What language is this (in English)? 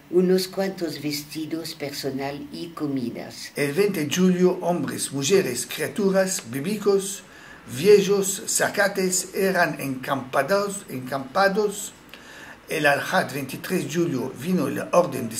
Ladino